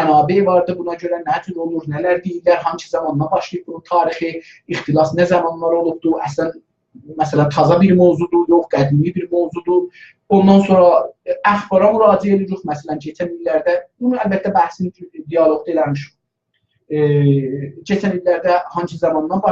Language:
South Azerbaijani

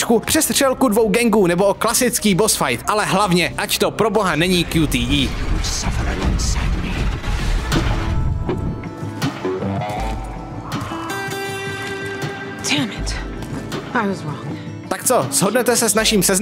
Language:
Czech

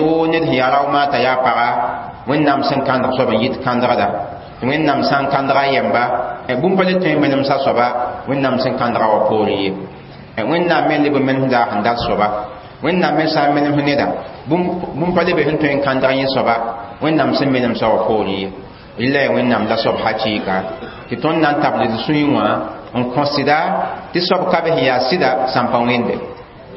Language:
Mossi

